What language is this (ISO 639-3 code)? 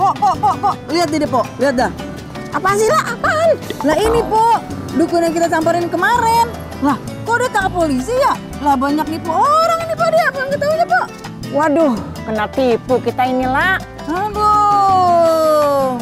bew